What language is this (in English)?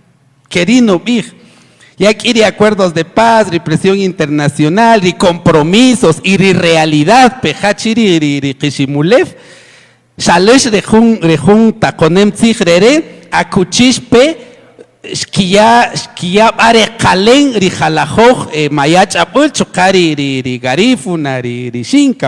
Kaqchikel